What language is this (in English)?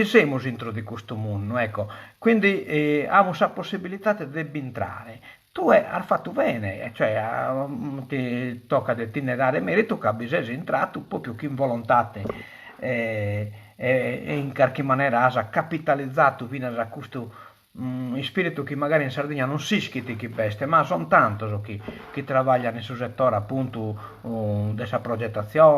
Sardinian